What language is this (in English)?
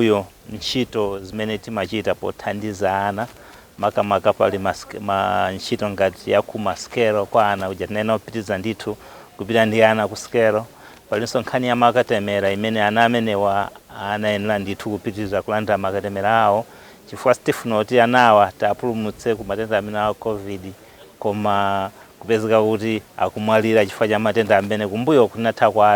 Nyanja